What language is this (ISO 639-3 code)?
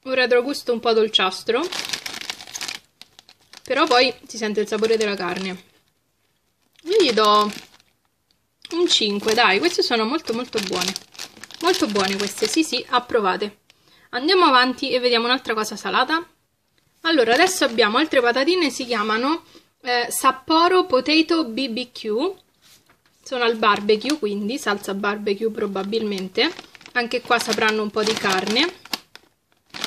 ita